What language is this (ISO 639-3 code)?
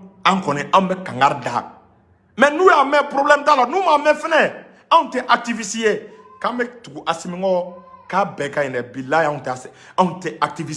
bam